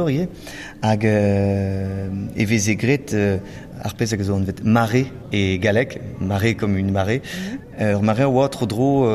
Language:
Breton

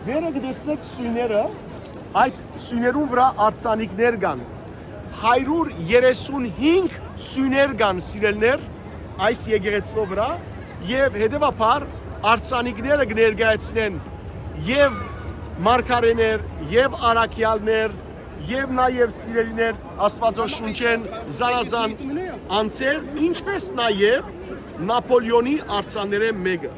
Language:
Western Armenian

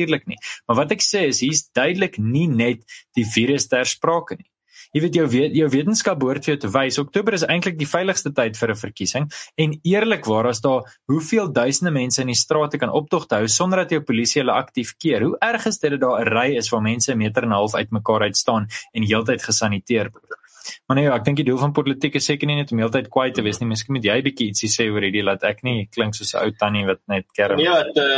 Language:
Afrikaans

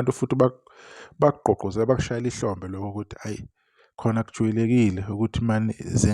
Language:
Zulu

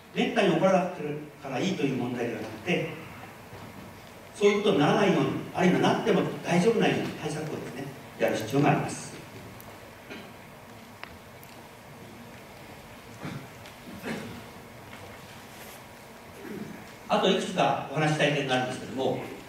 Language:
Japanese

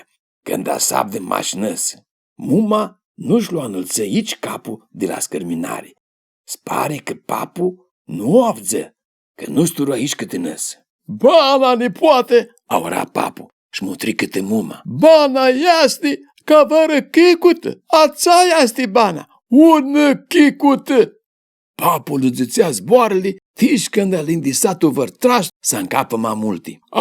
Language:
Aromanian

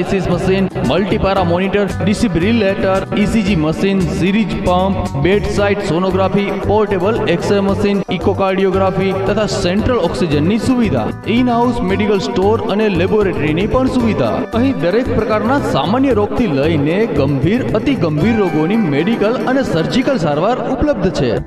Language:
Gujarati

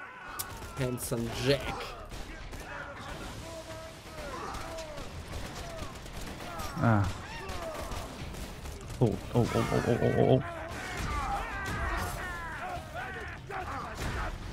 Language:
German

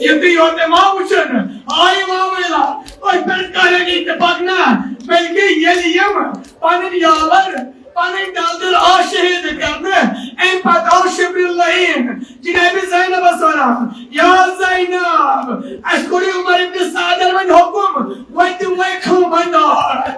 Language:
Kashmiri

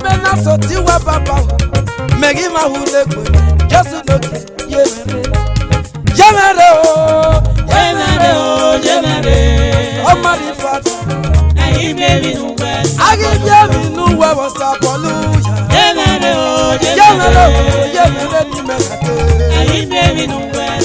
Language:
Esan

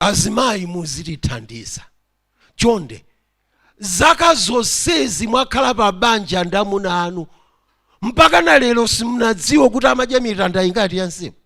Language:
Nyanja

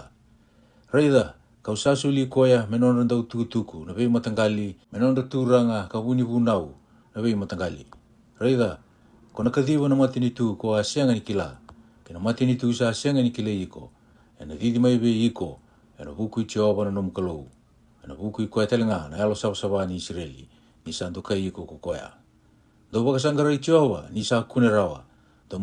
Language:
Fijian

